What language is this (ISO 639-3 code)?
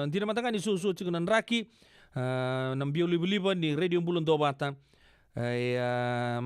fij